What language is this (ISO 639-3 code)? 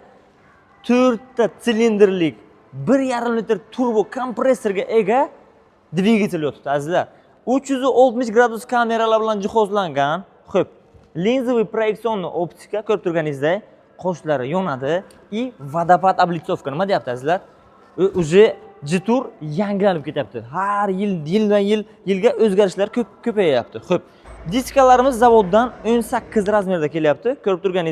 uzb